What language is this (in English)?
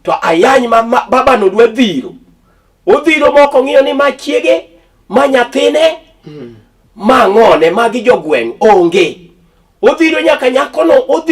Luo (Kenya and Tanzania)